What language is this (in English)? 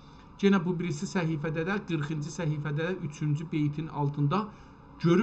South Azerbaijani